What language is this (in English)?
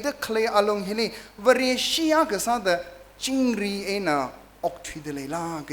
Tangkhul Naga (India)